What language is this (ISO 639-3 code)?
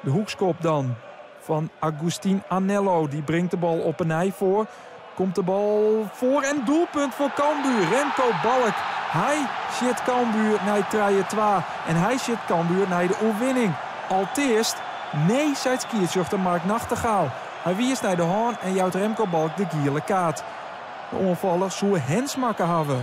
fry